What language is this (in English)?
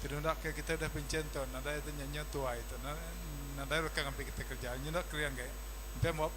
Iban